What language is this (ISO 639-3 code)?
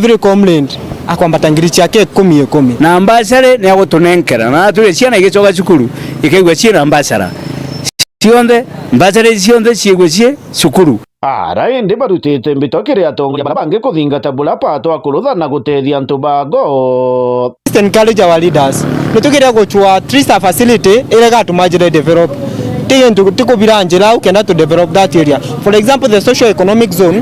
mer